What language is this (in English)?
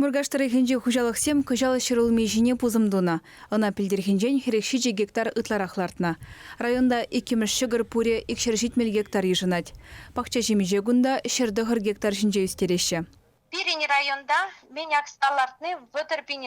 Chuvash